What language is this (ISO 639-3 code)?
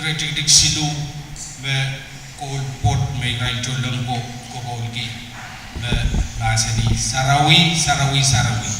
pon